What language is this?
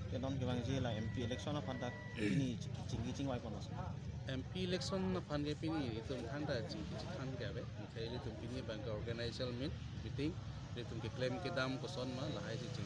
Karbi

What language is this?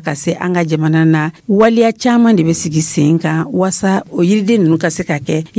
Dyula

